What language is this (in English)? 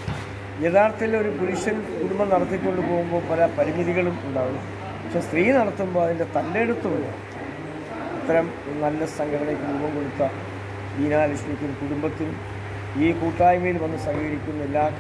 Malayalam